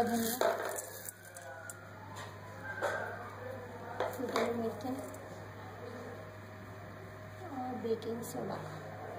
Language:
Hindi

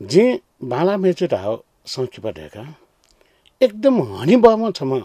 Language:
Newari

